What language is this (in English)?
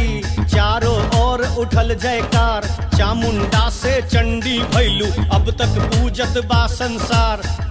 Bhojpuri